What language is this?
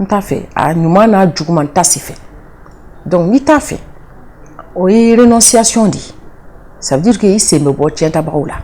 Bambara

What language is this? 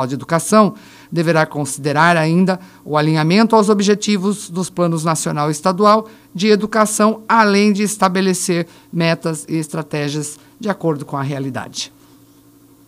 Portuguese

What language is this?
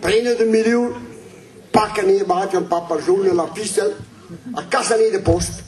Breton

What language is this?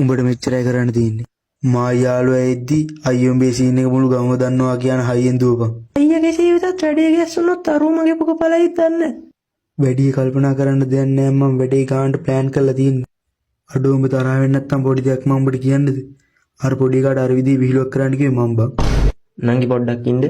Sinhala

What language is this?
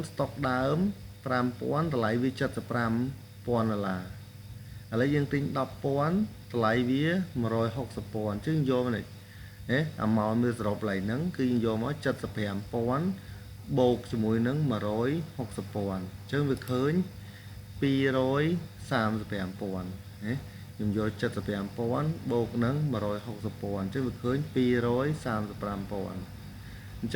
Khmer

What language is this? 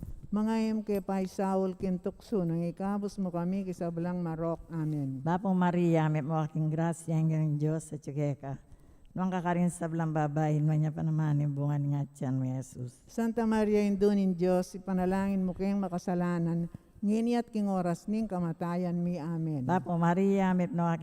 Pampanga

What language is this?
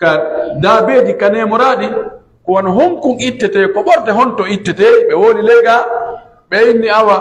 Pular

